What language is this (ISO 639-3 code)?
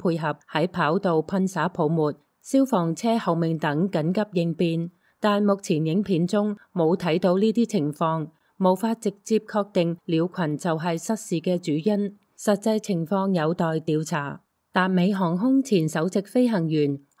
yue